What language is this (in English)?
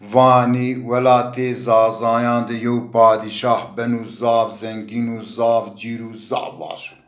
Zaza